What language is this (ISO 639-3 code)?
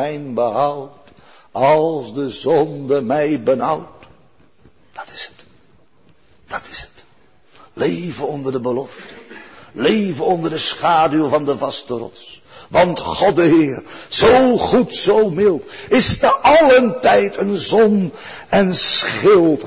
nld